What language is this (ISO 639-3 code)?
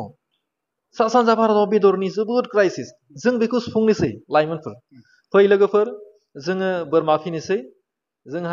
brx